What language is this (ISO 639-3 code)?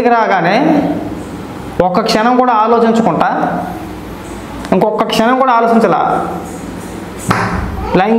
tel